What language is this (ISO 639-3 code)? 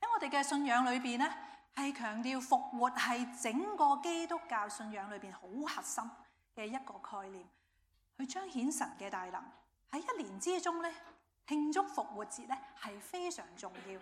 yue